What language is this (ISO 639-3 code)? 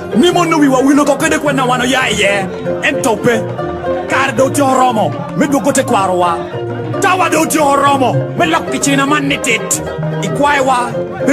laj